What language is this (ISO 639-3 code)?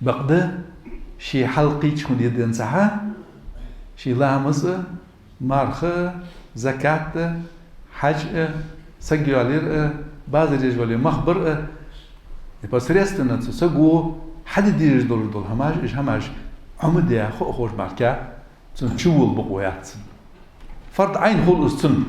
inh